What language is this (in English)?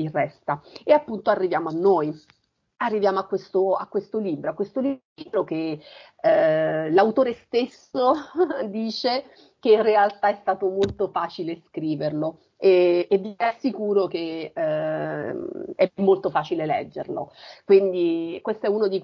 Italian